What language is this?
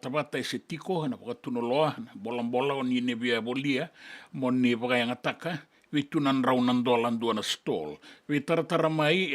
Fijian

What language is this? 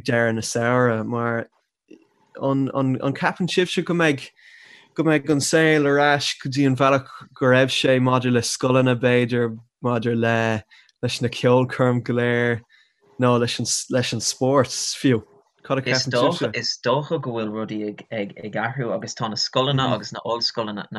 Irish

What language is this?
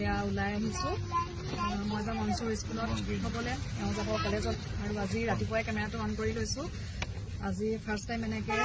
Assamese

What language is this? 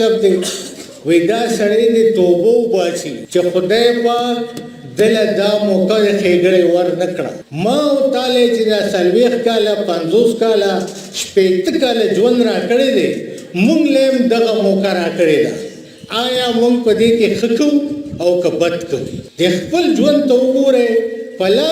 Pashto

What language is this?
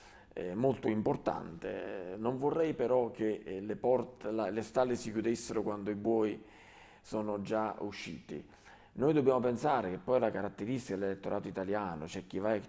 Italian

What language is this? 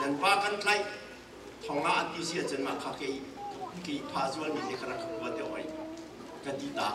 Hakha Chin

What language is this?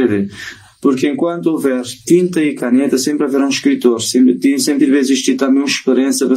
Kabuverdianu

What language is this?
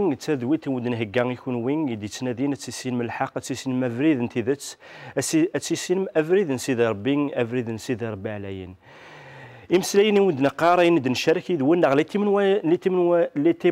Kabyle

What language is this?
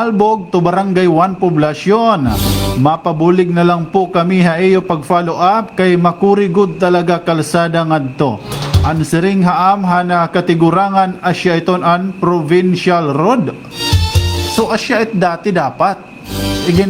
Waray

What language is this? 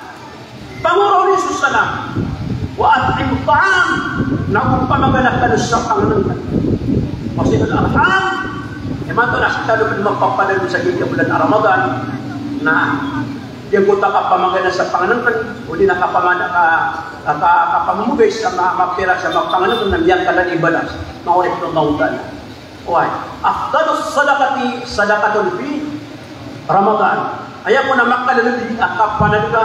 Maranao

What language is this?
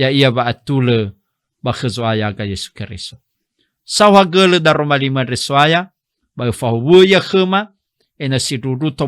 Nias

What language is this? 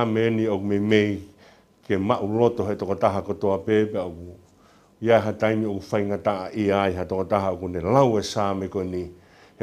Tongan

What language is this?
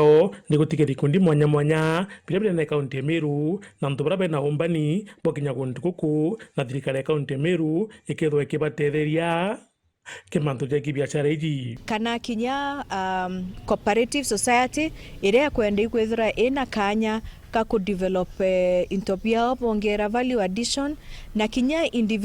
Meru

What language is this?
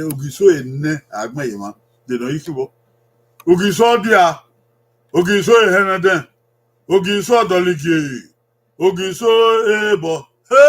Bini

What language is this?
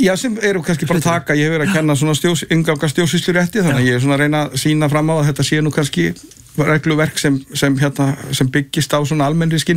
Icelandic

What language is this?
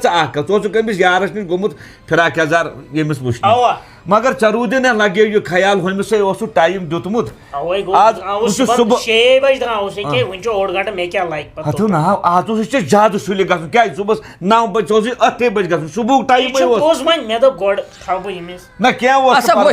Kashmiri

